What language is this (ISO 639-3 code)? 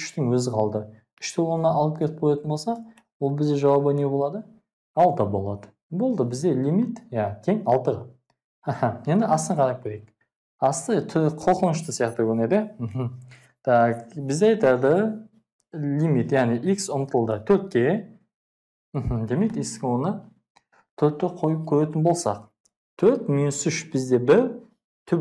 kaz